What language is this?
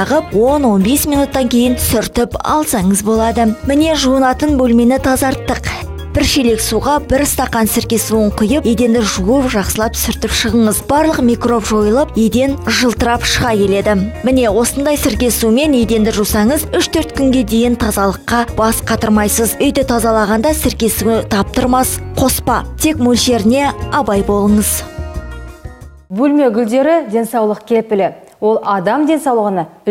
Kazakh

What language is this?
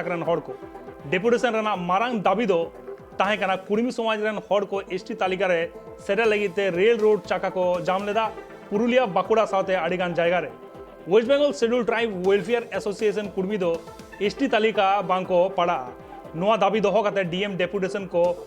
Santali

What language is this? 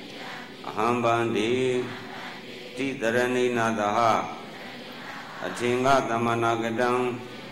Burmese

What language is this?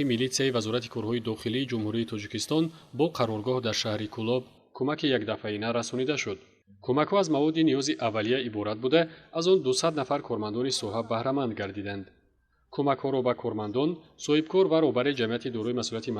Tajik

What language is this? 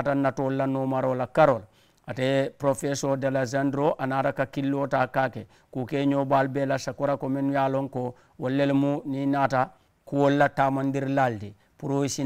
Mandingo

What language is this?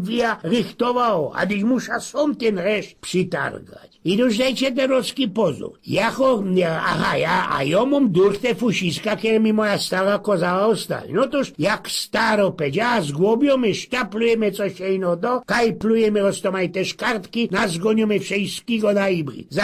Silesian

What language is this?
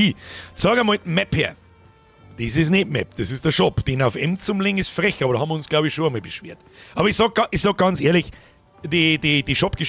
Bavarian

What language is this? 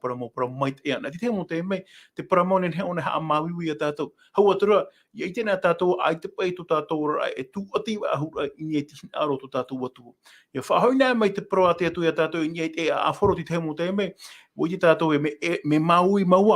Tahitian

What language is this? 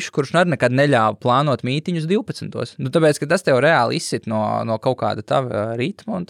Latvian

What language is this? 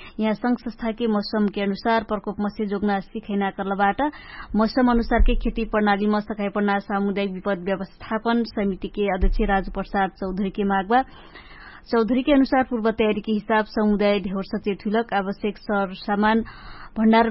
Dangaura Tharu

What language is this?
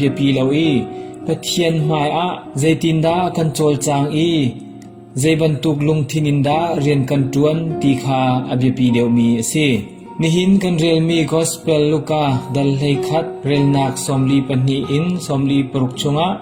Hakha Chin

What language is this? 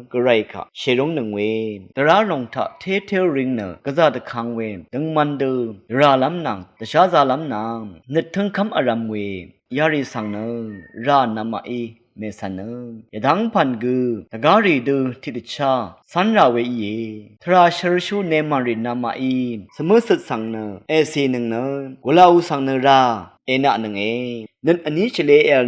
Rawang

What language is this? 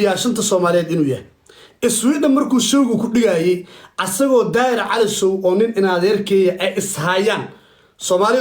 Somali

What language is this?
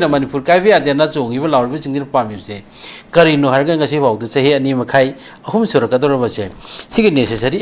Manipuri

